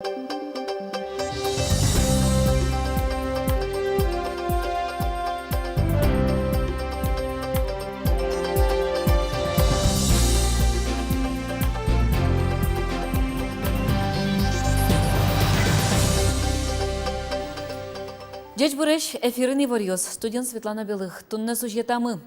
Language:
Udmurt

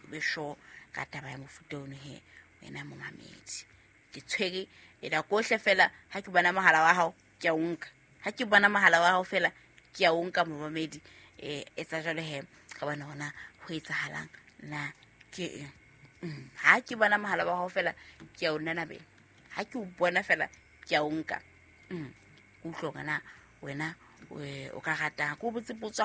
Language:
Southern Sotho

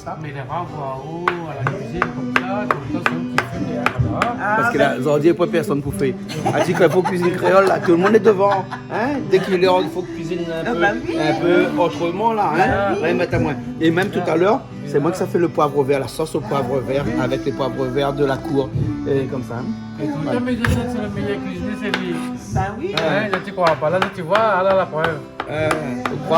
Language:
Réunion Creole French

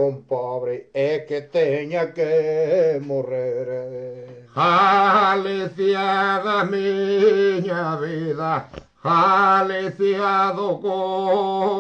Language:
Galician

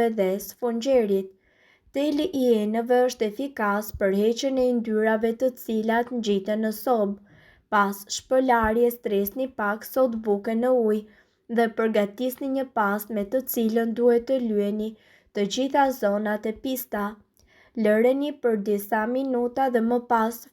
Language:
Albanian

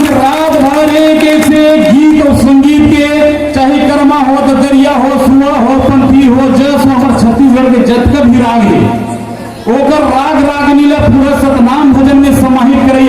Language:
Chhattisgarhi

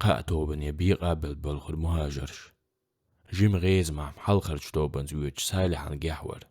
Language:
Chechen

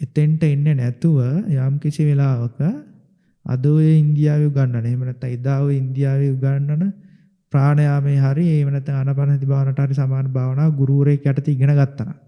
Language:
Sinhala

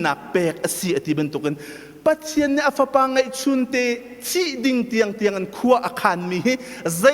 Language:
Hakha Chin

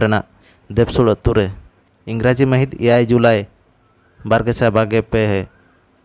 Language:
Santali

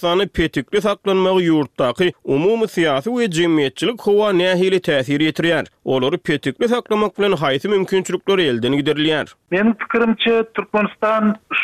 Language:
Turkmen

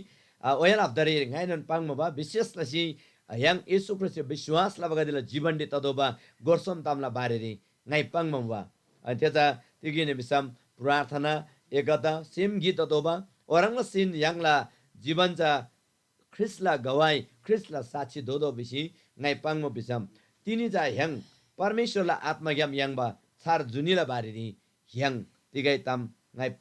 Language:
Eastern Tamang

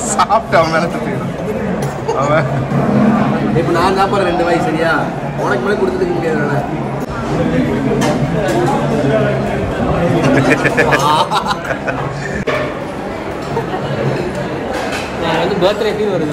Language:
Tamil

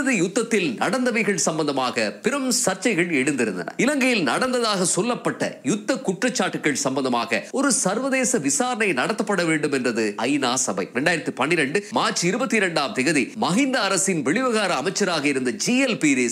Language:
Tamil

